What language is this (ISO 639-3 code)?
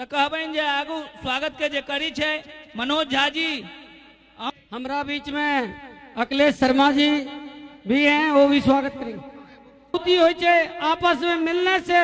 mai